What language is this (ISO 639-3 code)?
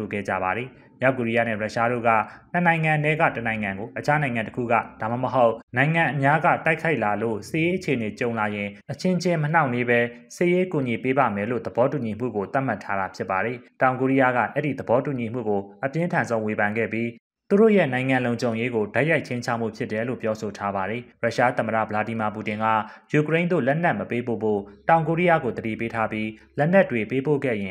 mya